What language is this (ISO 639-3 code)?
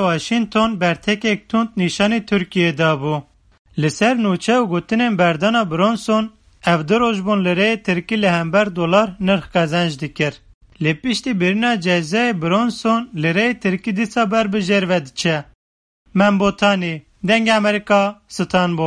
kur